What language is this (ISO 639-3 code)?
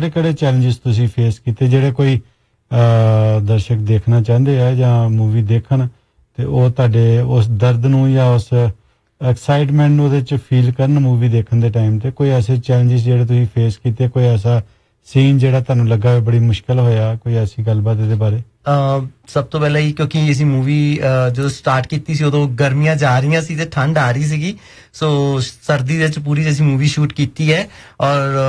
pan